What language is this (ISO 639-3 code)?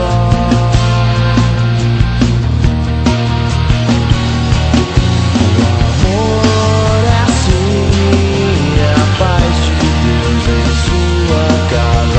por